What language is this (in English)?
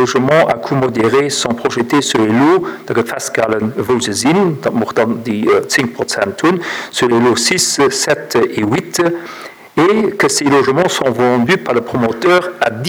Luxembourgish